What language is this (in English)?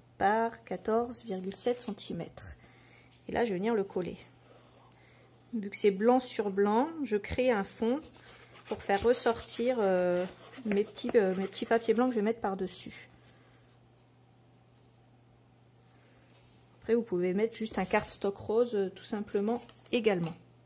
French